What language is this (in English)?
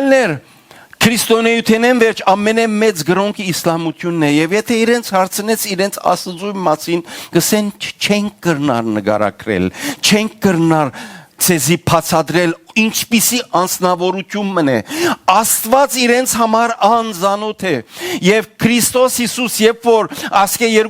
Western Armenian